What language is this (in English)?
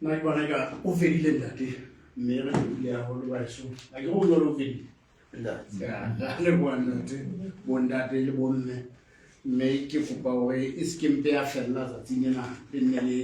Southern Sotho